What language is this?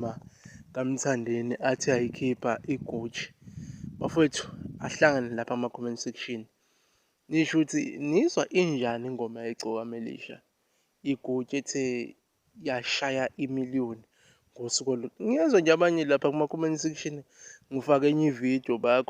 Zulu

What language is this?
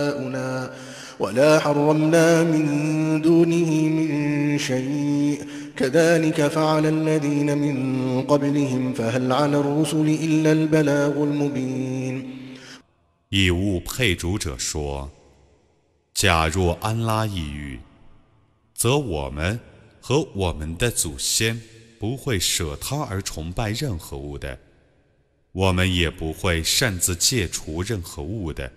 Chinese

